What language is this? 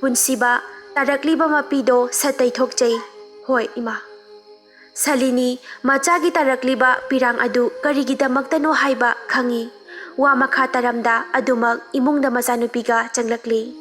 Manipuri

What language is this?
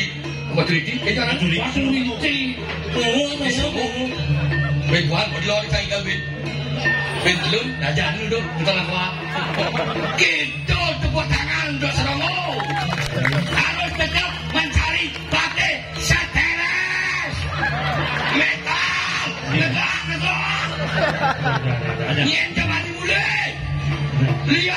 Indonesian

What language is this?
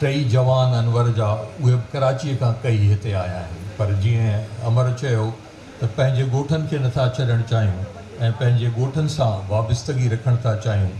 Sindhi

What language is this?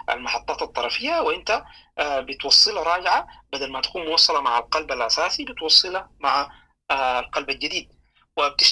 Sudanese Arabic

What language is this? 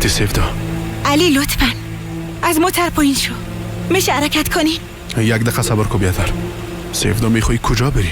Persian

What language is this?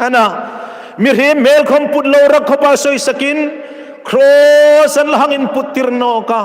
Hmar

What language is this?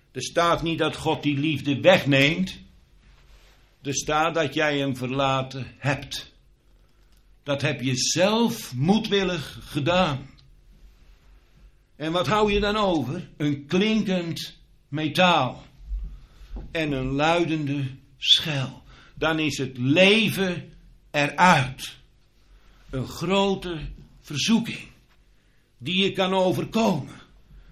Dutch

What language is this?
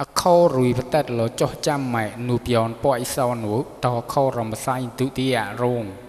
Mon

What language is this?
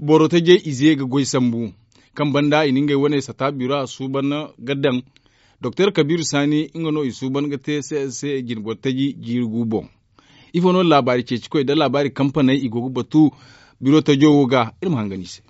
Zarma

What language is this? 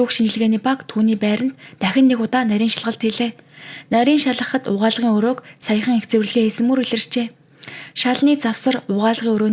Mongolian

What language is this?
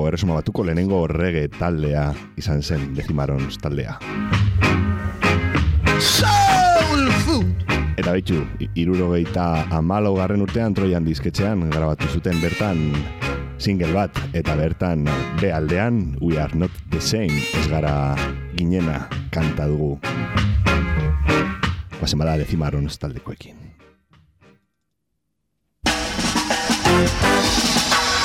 Basque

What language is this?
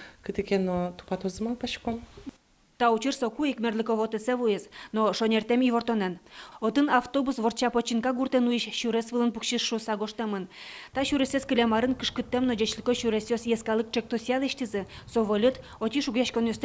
Udmurt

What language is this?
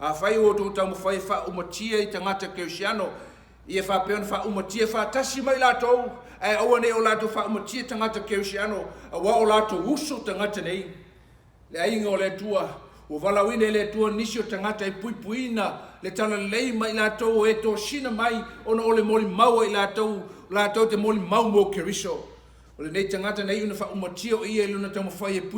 Samoan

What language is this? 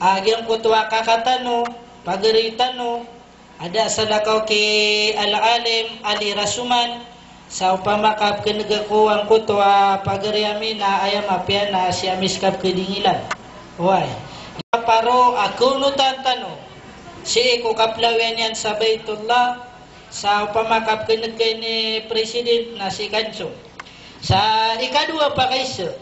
Maranao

